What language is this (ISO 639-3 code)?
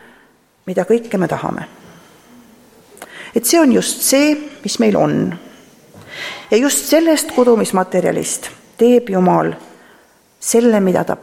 est